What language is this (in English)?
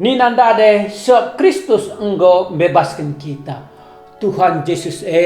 Batak Karo